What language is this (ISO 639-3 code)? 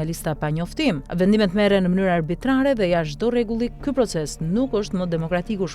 sqi